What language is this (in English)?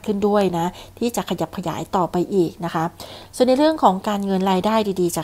Thai